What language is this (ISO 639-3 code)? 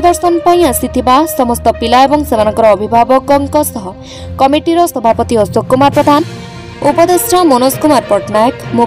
ori